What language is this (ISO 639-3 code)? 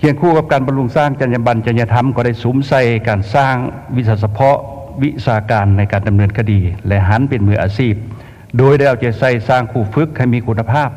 lao